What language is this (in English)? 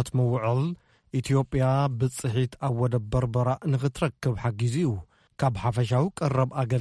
Tigrinya